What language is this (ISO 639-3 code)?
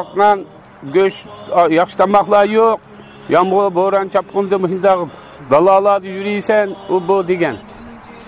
uig